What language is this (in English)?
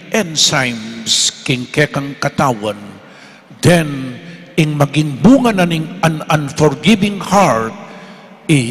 Pampanga